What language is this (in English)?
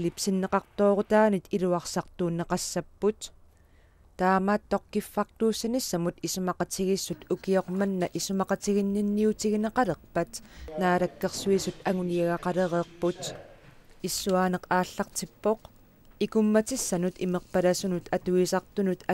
Kalaallisut